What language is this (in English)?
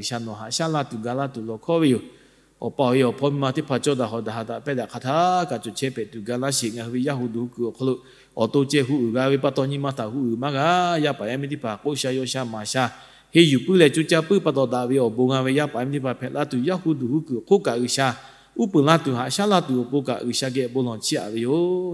Lahu